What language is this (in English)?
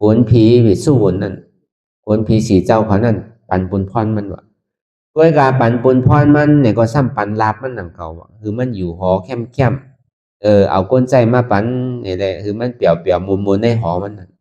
Shan